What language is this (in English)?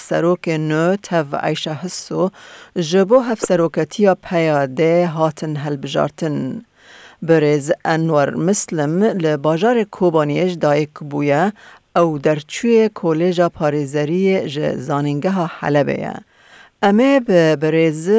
Kurdish